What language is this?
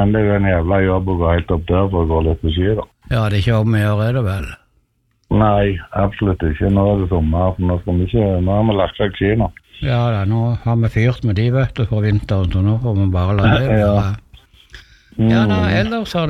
Norwegian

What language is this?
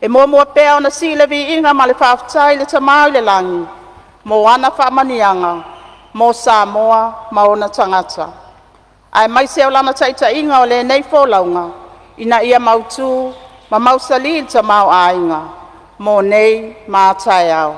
Samoan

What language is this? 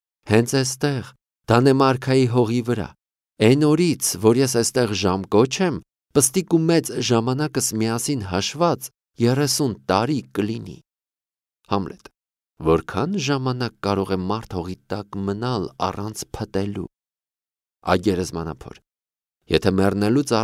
Armenian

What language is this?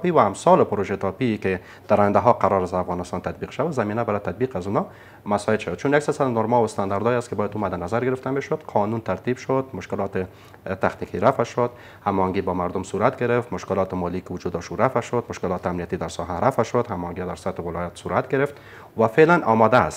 Persian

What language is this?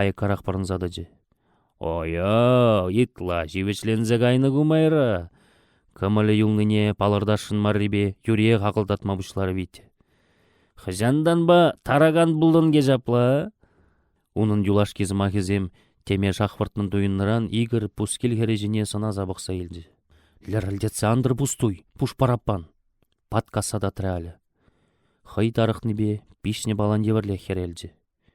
Chuvash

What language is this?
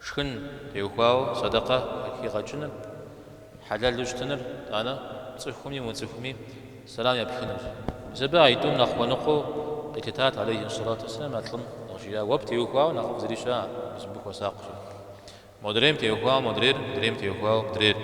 Kabardian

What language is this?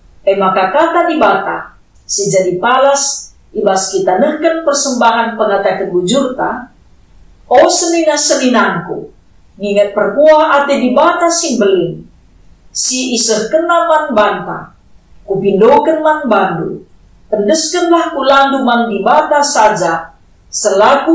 Batak Karo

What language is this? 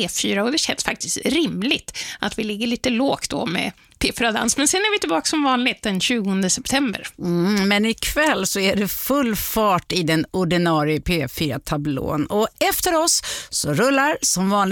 Swedish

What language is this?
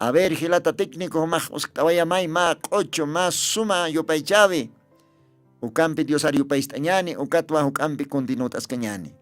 Aymara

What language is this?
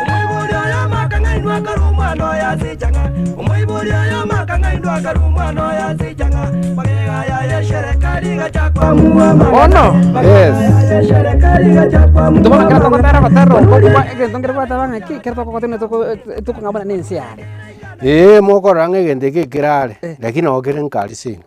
Gusii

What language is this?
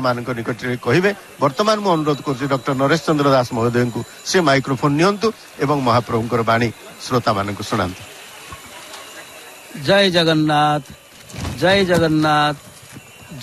Odia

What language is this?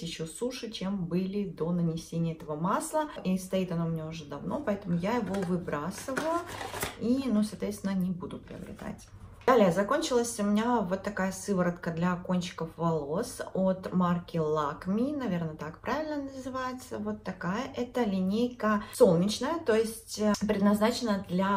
Russian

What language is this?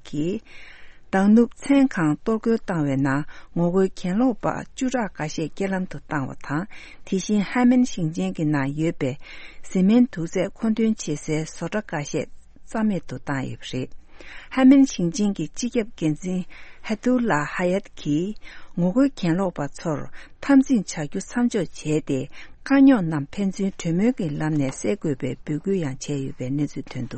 Tibetan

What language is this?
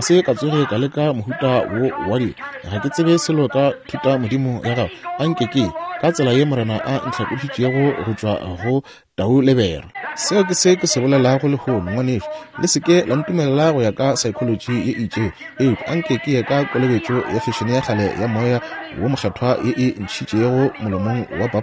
Northern Sotho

